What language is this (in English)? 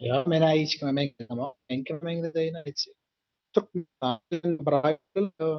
Turkmen